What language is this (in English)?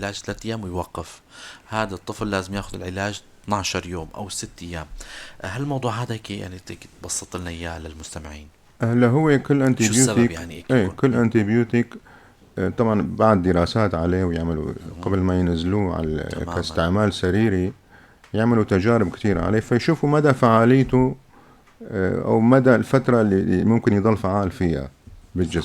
North Levantine Arabic